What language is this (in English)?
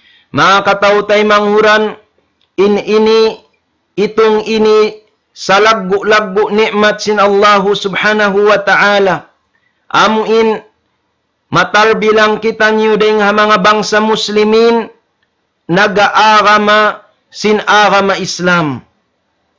Tausug